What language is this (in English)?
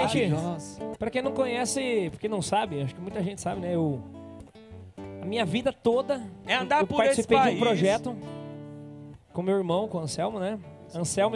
Portuguese